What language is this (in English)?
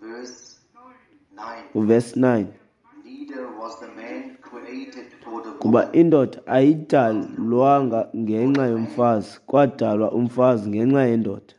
Xhosa